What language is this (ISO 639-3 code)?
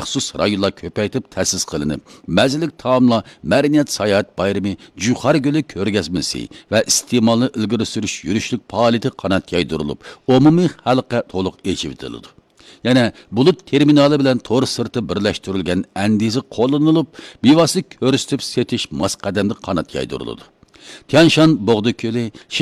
uig